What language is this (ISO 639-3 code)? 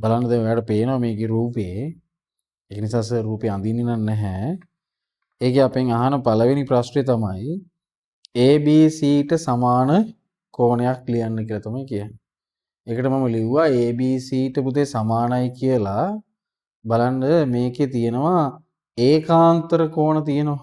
sin